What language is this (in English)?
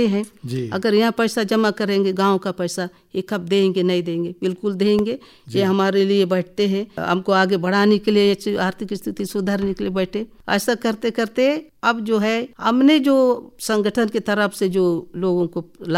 Hindi